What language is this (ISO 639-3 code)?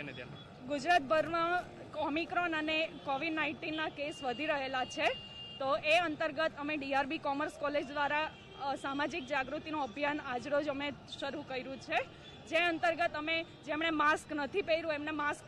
guj